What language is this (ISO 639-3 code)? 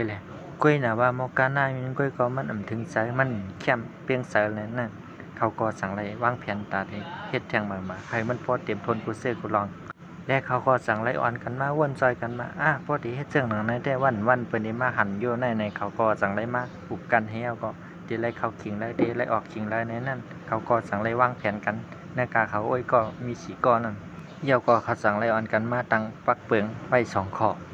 shn